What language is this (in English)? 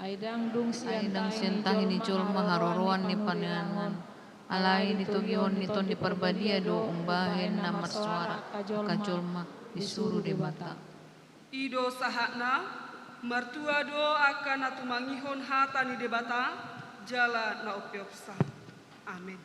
Batak Toba